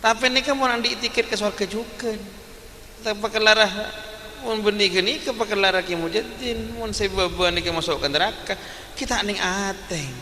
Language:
Madurese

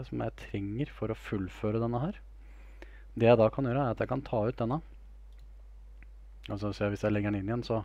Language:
Norwegian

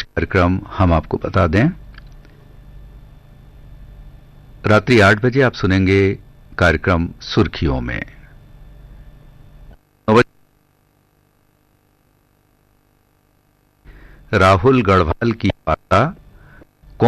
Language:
Hindi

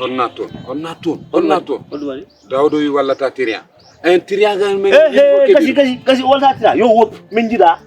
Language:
Fula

